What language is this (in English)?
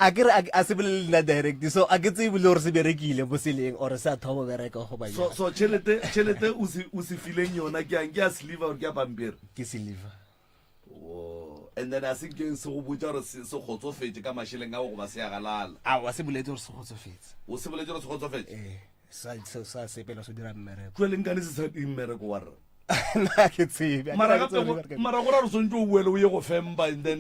Northern Sotho